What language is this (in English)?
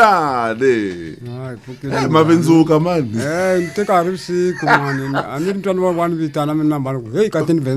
Tsonga